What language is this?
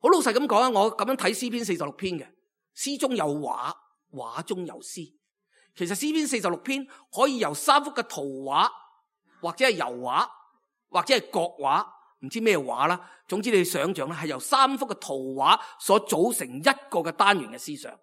Cantonese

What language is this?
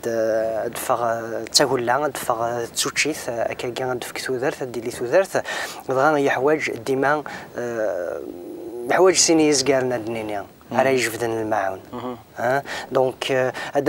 Kabyle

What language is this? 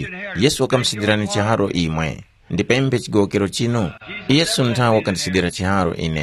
Tumbuka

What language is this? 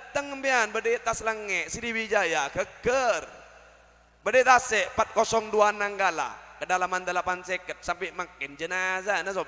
Madurese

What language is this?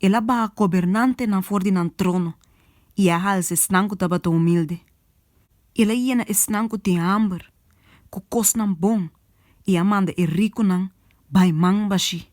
Papiamento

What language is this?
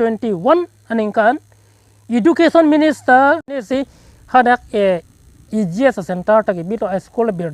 Karbi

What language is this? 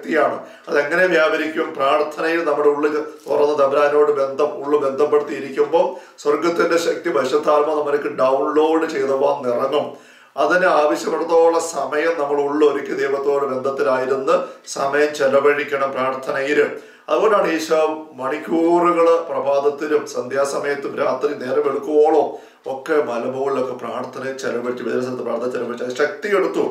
Malayalam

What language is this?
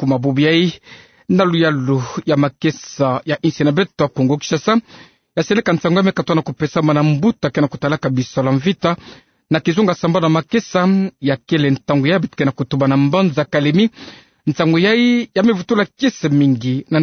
Kituba (Democratic Republic of Congo)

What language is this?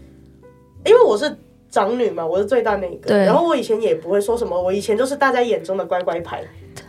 Chinese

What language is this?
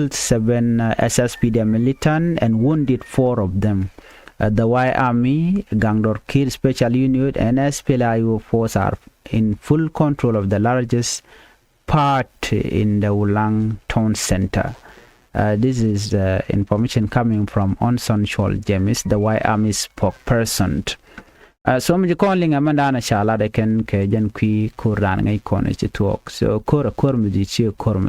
Nuer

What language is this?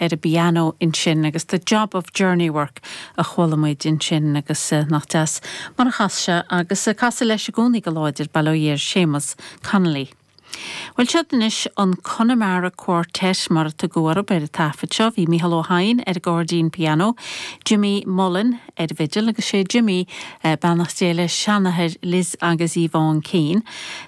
Irish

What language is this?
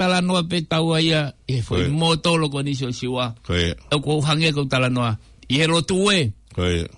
Tongan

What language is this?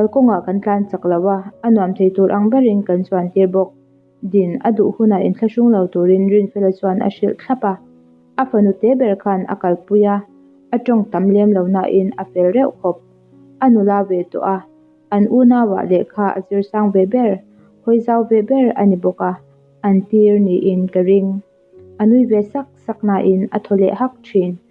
Mizo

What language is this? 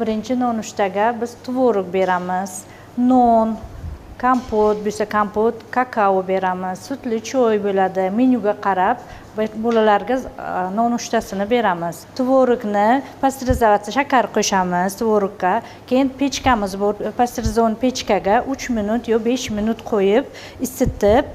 Uzbek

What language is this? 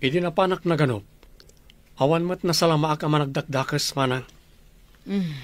Iloko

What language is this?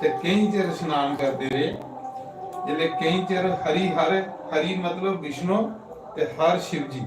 Dogri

